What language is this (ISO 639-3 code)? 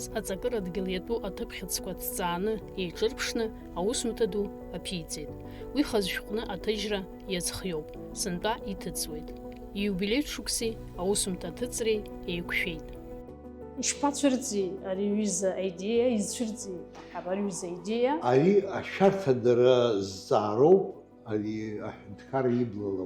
abk